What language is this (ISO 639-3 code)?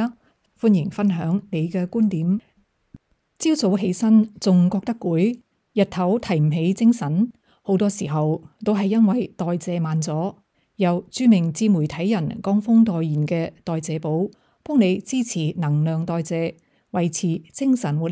yue